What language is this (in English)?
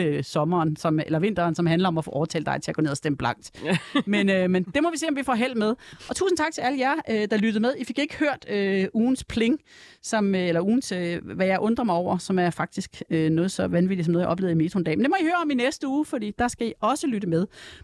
Danish